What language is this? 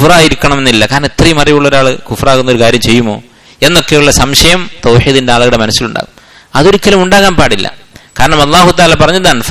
Malayalam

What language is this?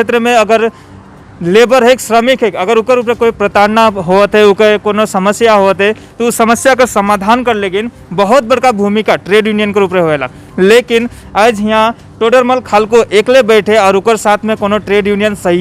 Sadri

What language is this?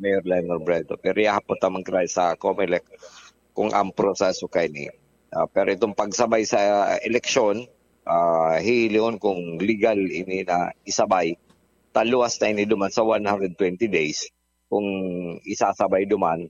Bikol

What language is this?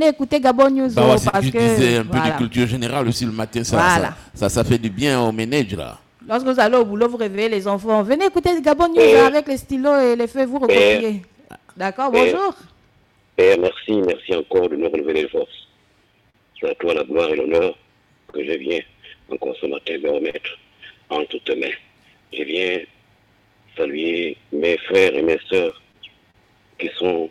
French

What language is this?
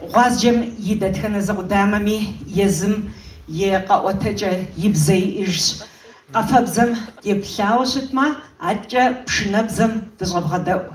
Kabardian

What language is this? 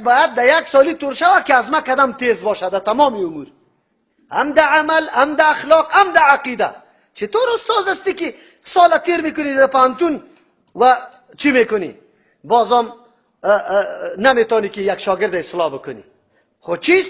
Tajik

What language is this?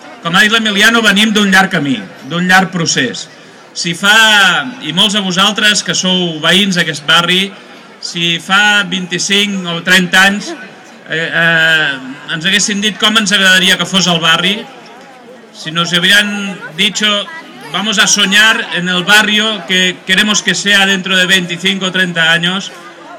Catalan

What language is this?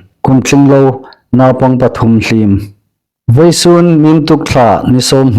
Hmar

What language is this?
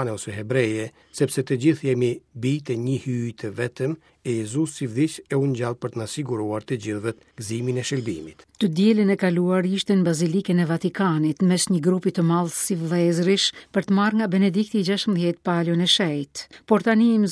Albanian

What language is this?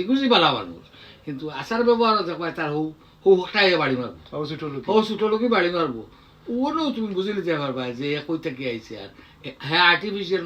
Sylheti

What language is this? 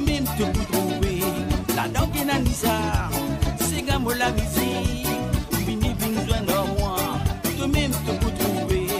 Morisyen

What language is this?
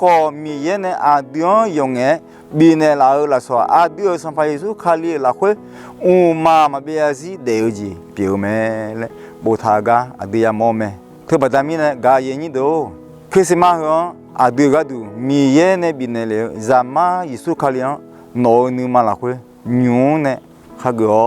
Akha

